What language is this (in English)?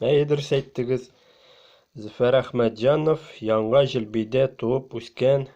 Tatar